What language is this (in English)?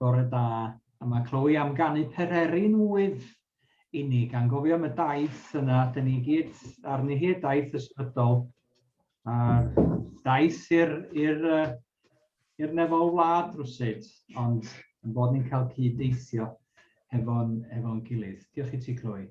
Welsh